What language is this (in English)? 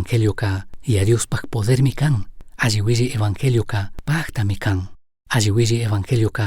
Chimborazo Highland Quichua